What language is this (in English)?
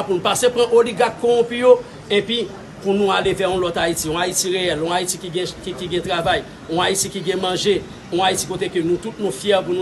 Haitian Creole